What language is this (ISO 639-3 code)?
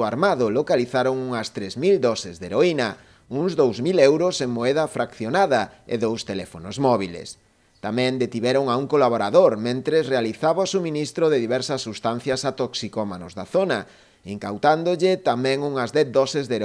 glg